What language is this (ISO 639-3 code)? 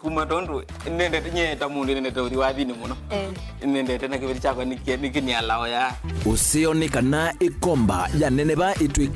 kam